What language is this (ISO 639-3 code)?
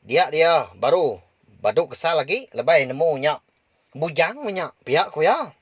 iba